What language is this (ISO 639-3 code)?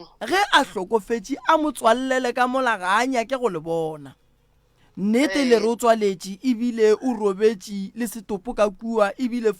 nso